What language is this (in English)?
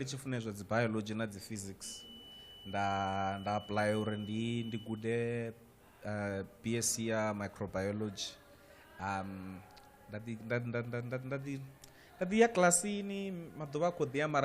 Venda